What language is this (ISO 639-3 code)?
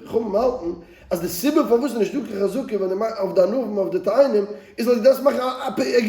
yid